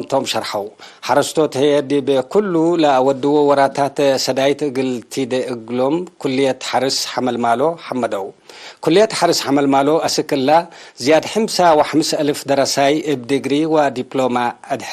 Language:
Tigre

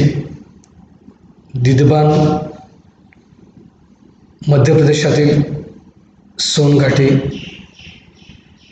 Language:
Marathi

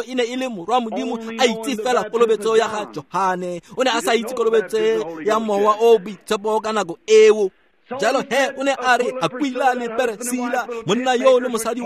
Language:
Tswana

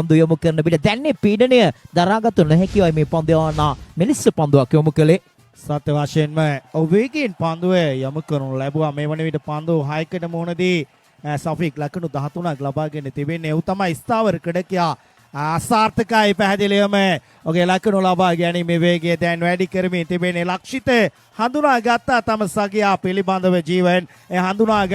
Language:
Sinhala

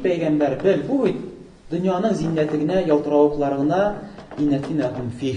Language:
Tatar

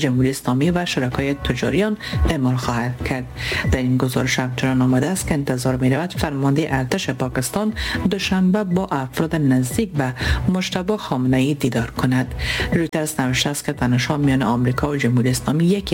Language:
Persian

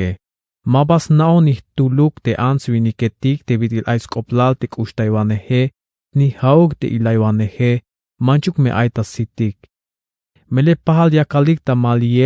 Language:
Tzeltal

